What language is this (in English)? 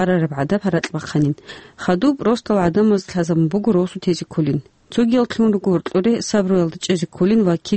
Avaric